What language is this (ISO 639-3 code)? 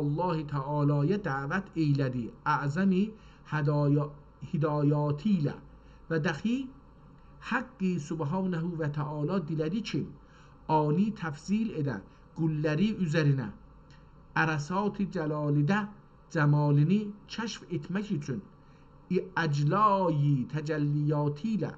azb